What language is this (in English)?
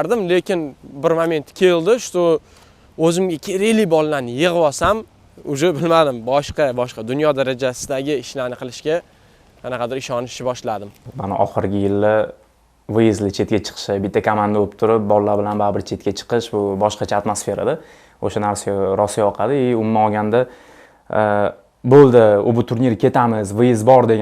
Uzbek